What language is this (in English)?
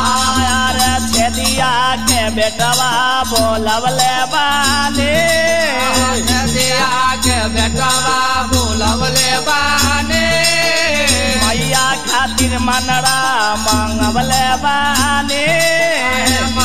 Bhojpuri